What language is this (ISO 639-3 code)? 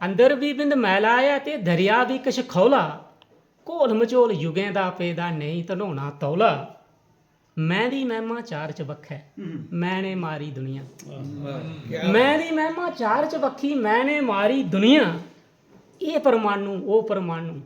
doi